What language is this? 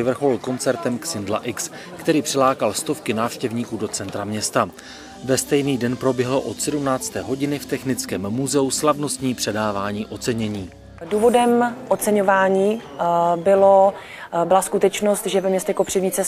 Czech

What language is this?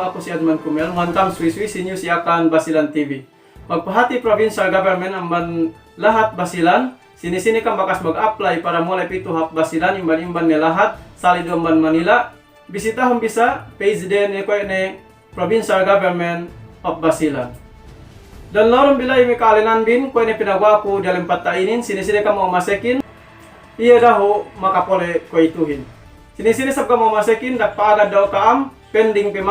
Yakan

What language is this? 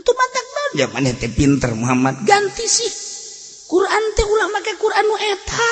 Sundanese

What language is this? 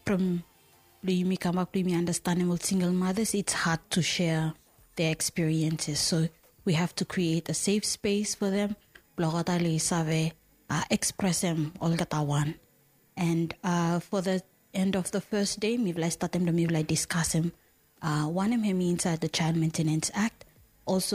Bislama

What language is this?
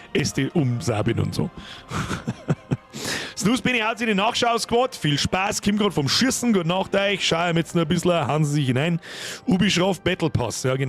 Bavarian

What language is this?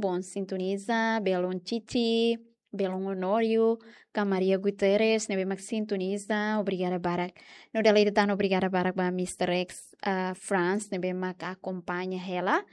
Tetum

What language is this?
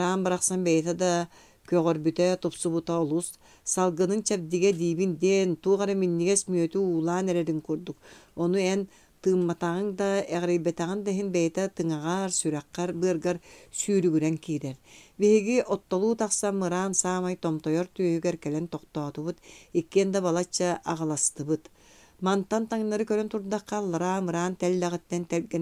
Yakut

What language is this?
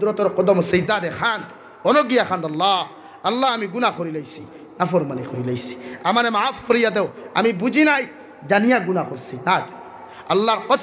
Sylheti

